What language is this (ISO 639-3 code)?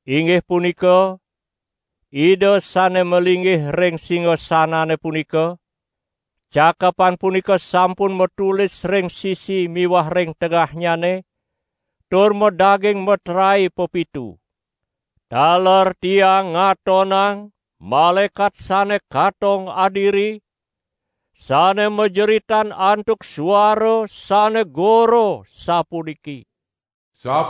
ban